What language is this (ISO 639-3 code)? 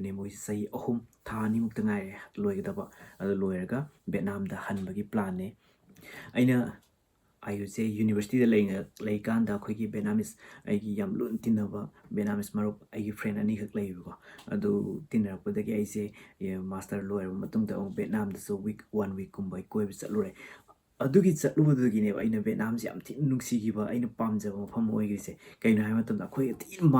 mni